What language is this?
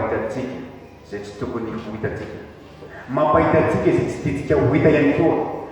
Malagasy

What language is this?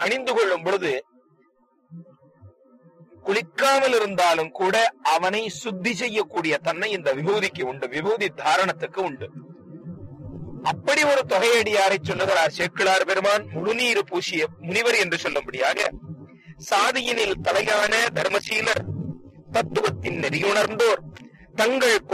Tamil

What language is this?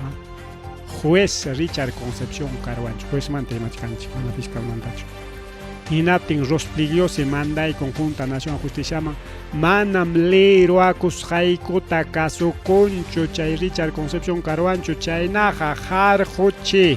Ayacucho Quechua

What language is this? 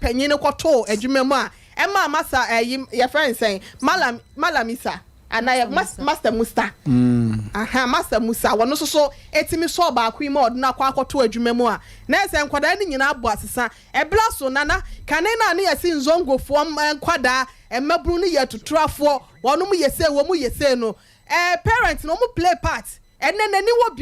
Akan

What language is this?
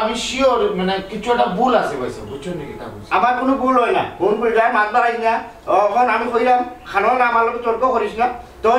Sylheti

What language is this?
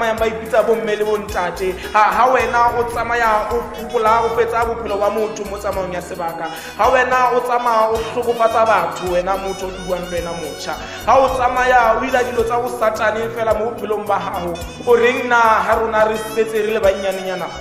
Tswana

